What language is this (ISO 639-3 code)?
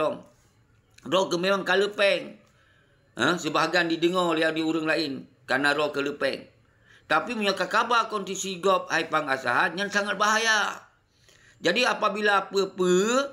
ace